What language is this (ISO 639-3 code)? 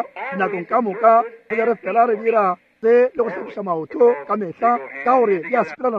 nso